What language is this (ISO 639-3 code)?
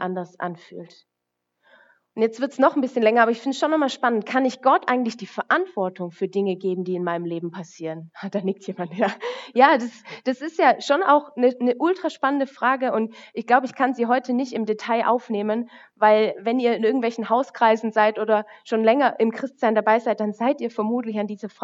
deu